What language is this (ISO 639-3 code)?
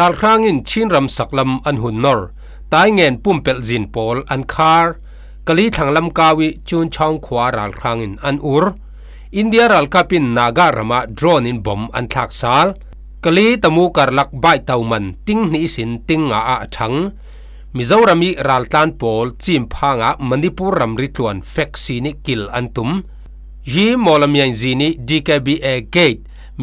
cfm